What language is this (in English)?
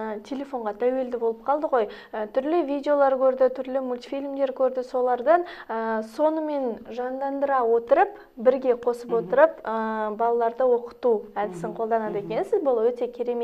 Kazakh